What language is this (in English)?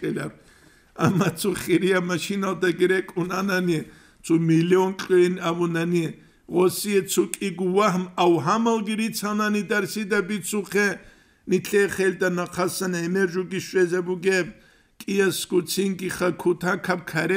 Avaric